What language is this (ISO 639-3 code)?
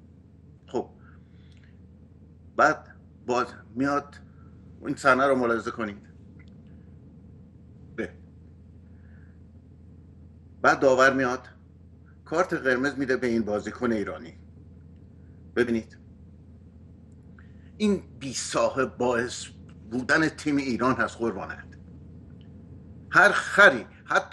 fas